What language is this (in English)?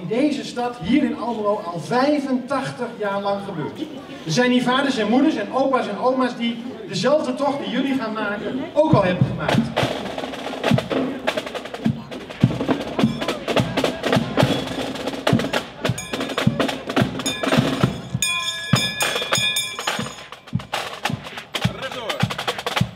Dutch